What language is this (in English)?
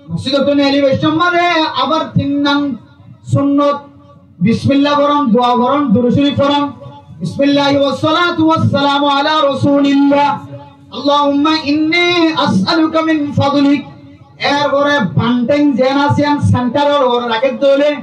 Rohingya